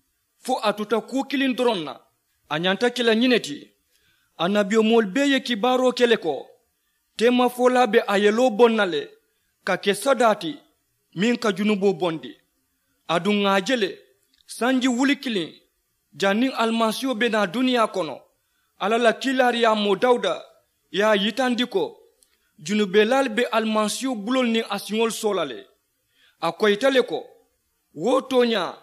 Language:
Mandingo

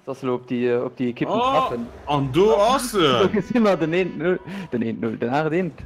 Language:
Luxembourgish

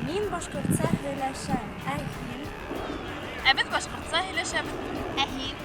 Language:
Bashkir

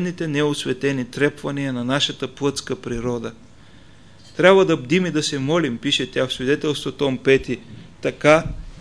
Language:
Bulgarian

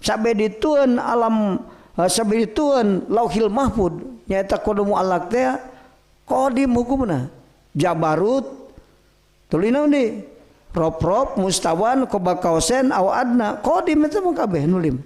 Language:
Sundanese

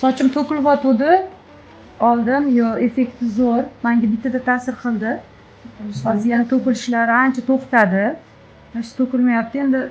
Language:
Uzbek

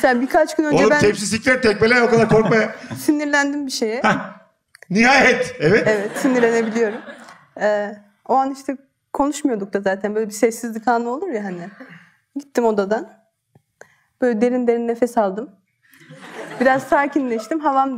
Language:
Turkish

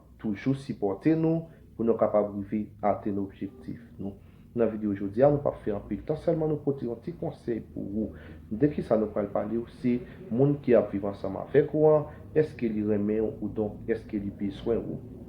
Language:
Haitian Creole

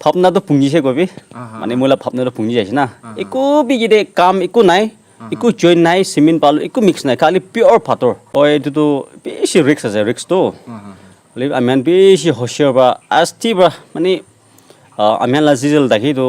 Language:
Naga Pidgin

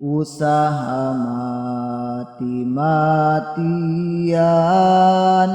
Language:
Sundanese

